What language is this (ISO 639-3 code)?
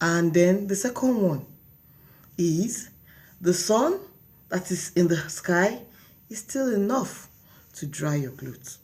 yor